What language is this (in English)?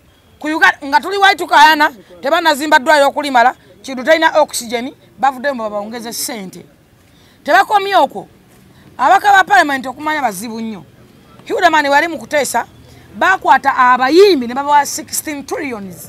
Ganda